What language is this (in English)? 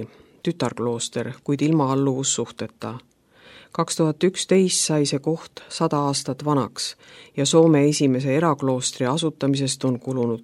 Estonian